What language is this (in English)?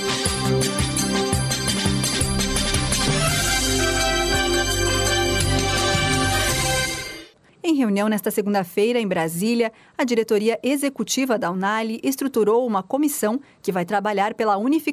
Portuguese